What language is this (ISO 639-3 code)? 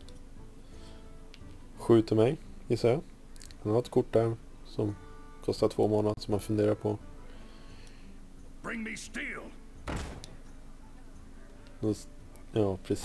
swe